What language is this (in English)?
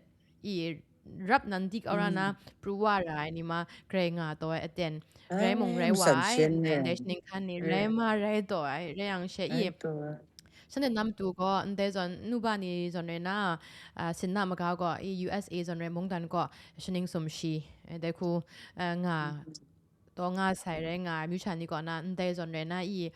Kachin